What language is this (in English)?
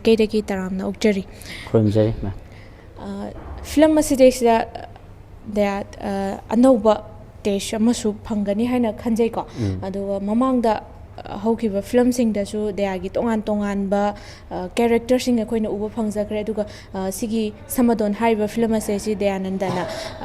Manipuri